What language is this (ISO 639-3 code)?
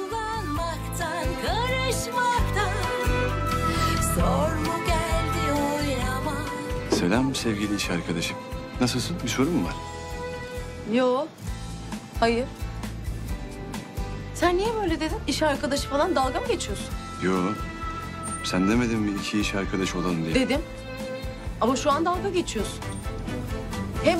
tur